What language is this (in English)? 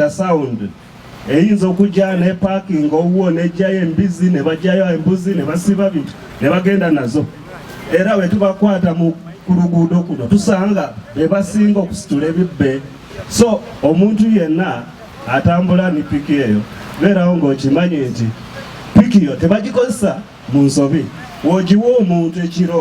Ganda